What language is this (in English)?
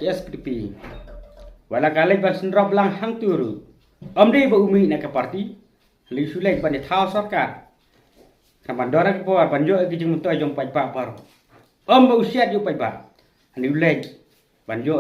Khasi